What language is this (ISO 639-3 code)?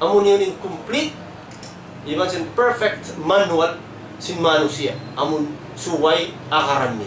tsg